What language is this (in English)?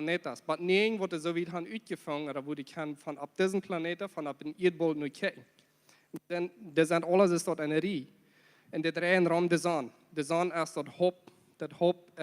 Plautdietsch